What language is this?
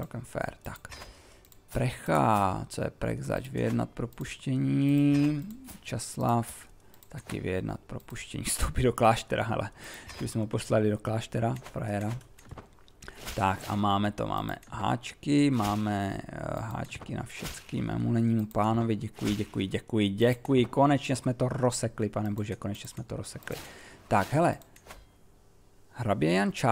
Czech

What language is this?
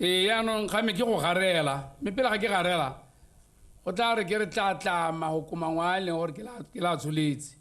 Tswana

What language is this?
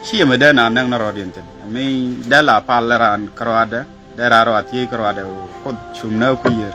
Nuer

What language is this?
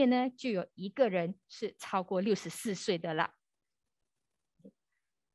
Chinese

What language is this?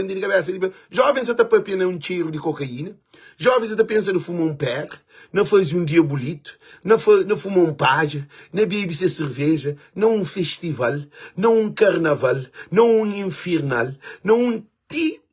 Kabuverdianu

